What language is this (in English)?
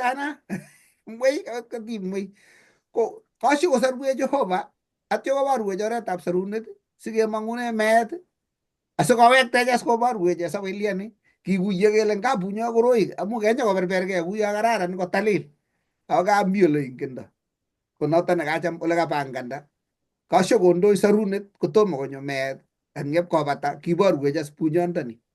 Kalenjin